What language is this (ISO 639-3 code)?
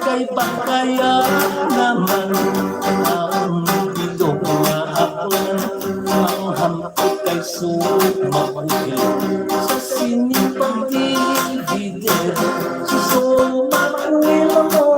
hil